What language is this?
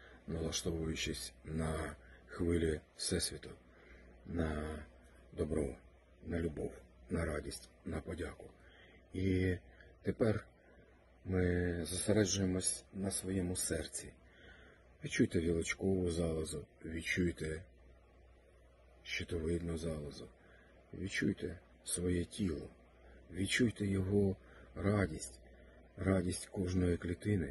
Ukrainian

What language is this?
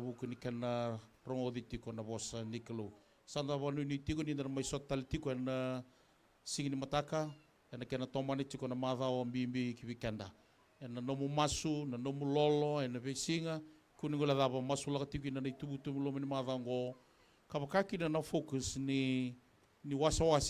Fijian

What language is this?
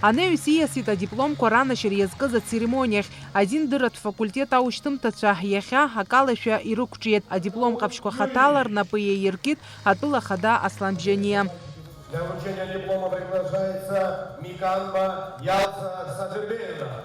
Abkhazian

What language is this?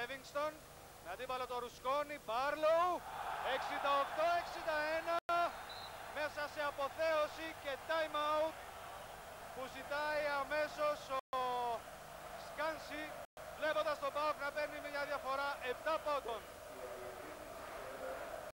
Greek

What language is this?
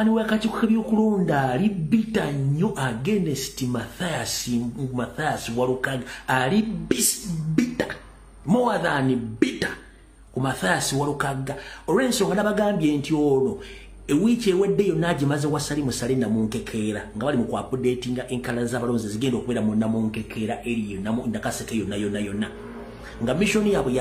Ganda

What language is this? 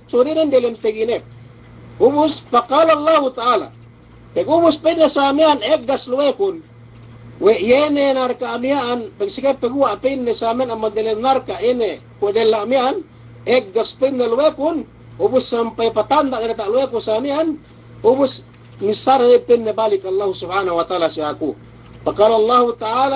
Yakan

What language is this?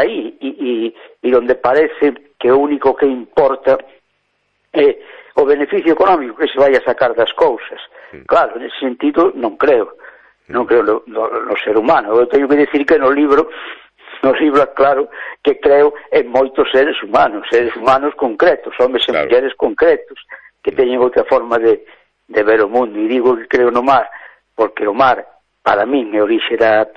Galician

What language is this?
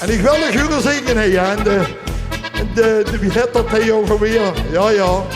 Limburgish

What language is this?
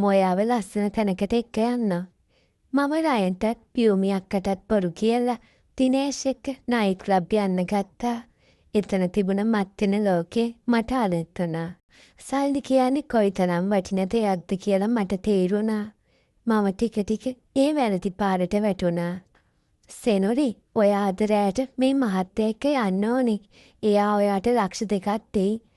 Sinhala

